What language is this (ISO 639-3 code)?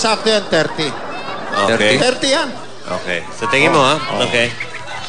fil